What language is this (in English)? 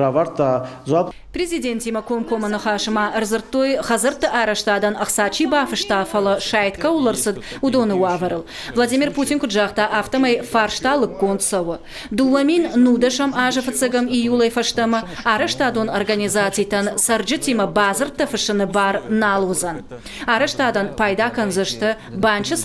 Ossetic